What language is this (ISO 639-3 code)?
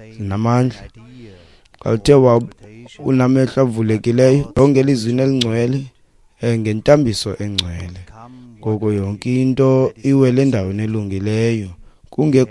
xho